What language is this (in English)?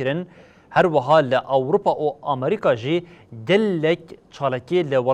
Kurdish